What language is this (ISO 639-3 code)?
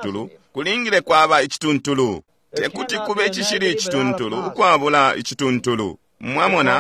bem